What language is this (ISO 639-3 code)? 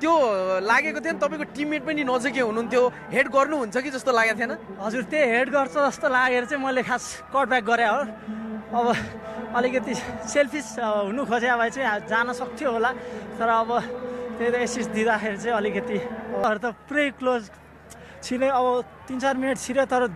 nep